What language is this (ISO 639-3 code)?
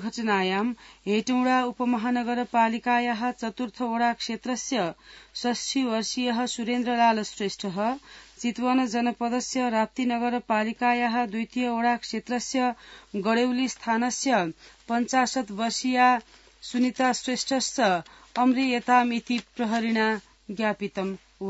san